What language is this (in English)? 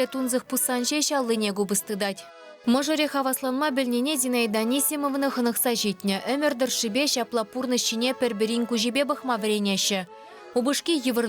Chuvash